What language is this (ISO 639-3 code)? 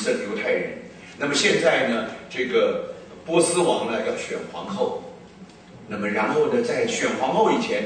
zho